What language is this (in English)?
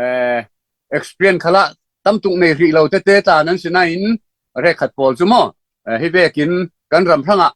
Falam Chin